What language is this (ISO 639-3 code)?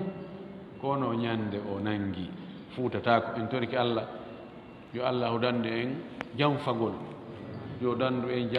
ful